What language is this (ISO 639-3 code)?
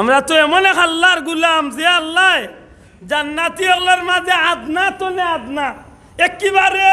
syl